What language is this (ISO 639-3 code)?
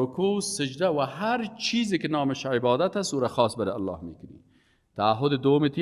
fas